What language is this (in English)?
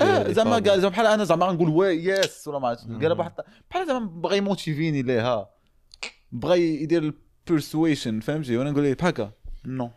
Moroccan Arabic